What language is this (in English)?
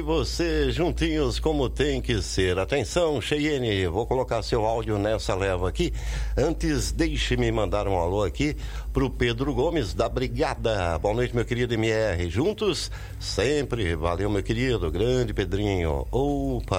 Portuguese